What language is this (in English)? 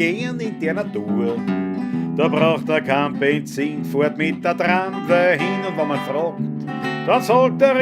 Bavarian